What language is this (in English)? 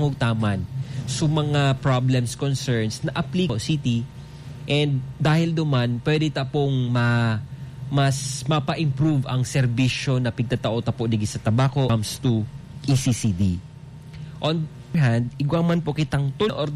Bikol